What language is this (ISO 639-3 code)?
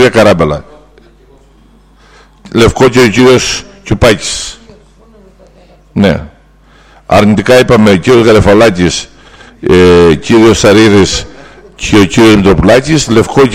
ell